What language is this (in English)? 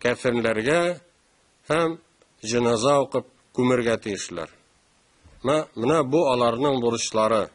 Tatar